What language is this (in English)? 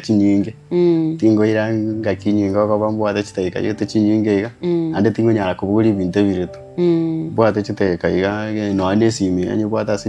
Gusii